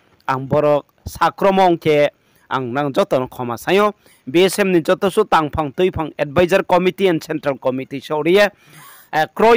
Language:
Riang (India)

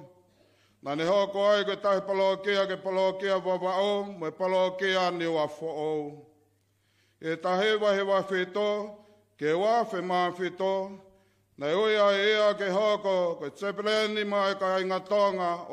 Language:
Tongan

